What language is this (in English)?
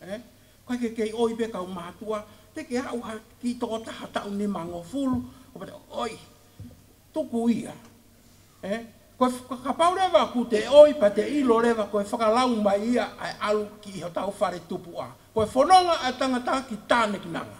Tongan